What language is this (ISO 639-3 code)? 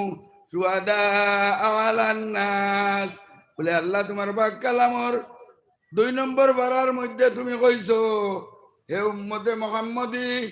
syl